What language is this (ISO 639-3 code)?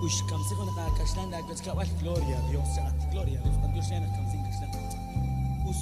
kek